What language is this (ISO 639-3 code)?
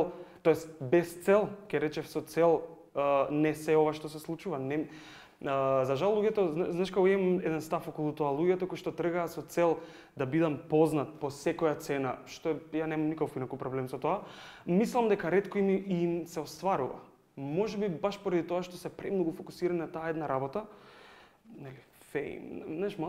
mkd